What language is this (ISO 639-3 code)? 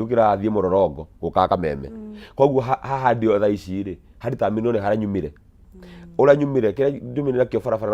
kik